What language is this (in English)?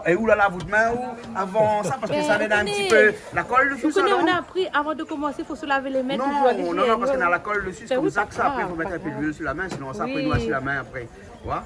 Réunion Creole French